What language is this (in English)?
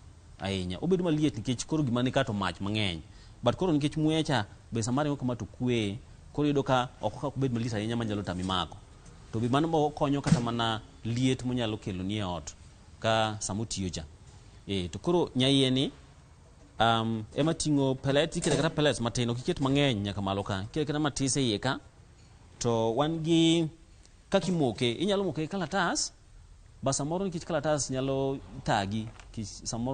Luo (Kenya and Tanzania)